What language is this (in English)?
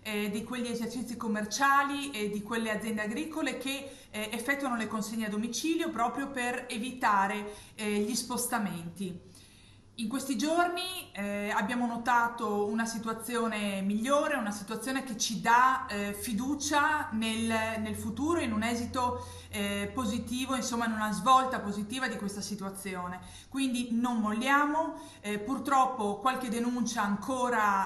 Italian